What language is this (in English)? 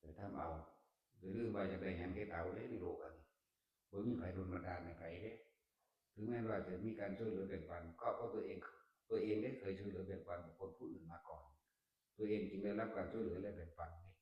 Northeastern Thai